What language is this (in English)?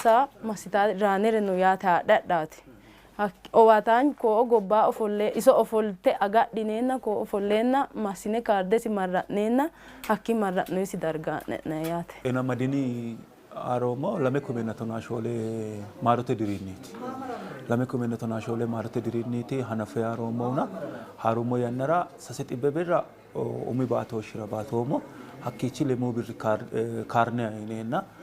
Sidamo